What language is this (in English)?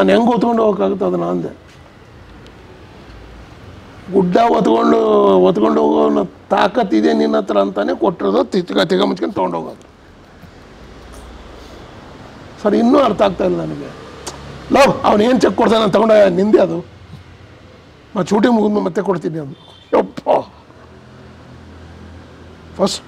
Kannada